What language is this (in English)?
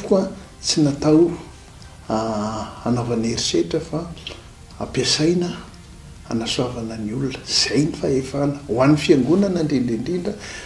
Malagasy